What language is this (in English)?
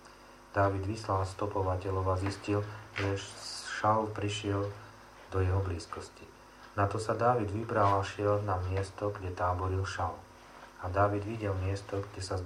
Slovak